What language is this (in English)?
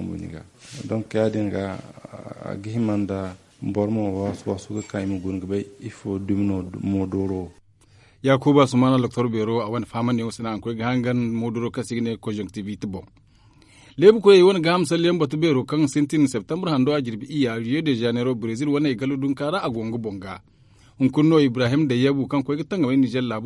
Zarma